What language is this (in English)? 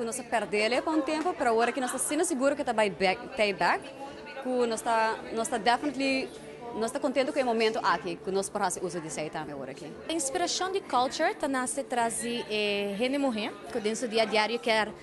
Papiamento